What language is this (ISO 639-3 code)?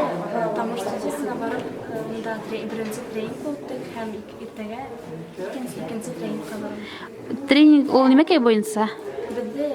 bak